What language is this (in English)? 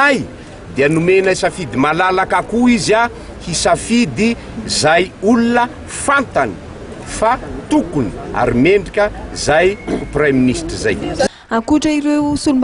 Malagasy